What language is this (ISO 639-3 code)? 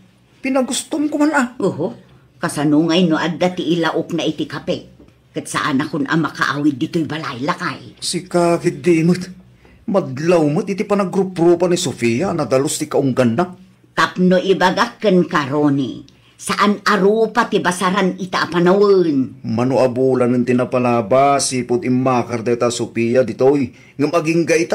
ilo